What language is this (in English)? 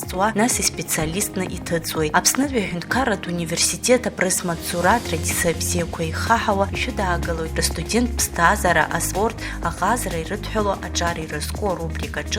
Abkhazian